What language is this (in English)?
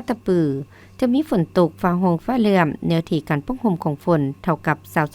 Lao